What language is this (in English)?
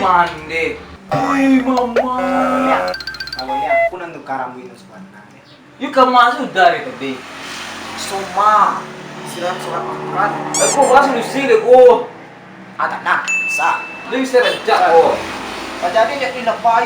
Minangkabau